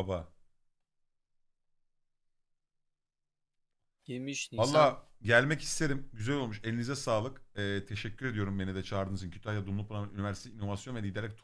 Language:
Turkish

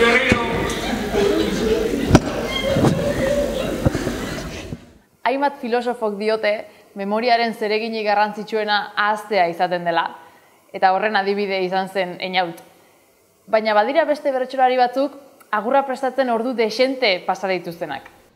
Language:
Basque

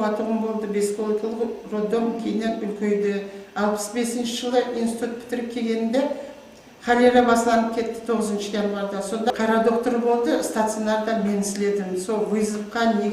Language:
Kara-Kalpak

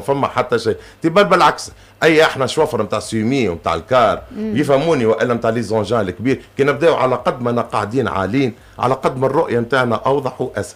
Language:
Tunisian Arabic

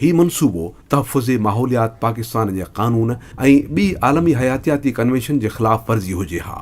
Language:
Sindhi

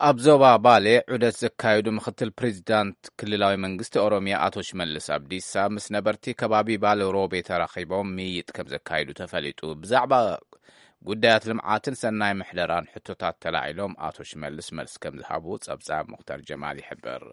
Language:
Tigrinya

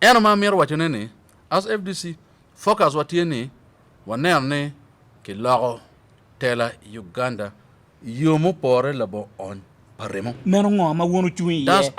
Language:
Acoli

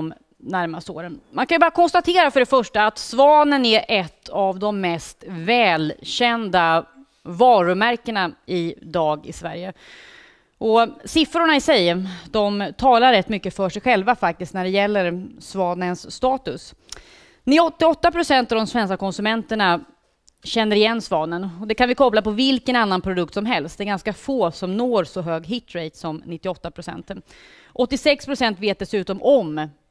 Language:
Swedish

